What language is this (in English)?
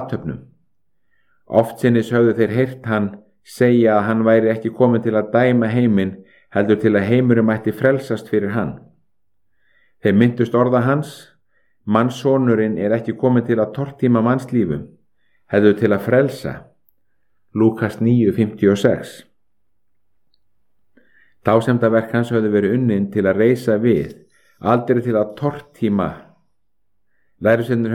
Icelandic